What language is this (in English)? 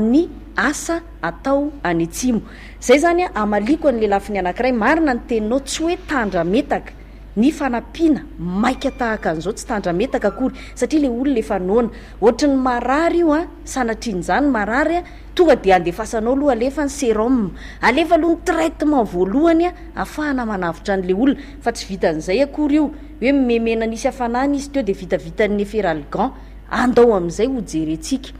Malagasy